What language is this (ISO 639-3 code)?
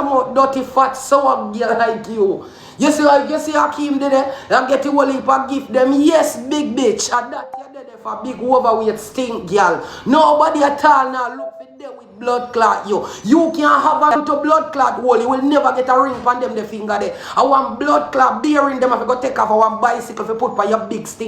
jam